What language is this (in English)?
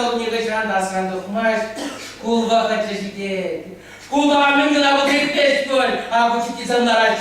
Chuvash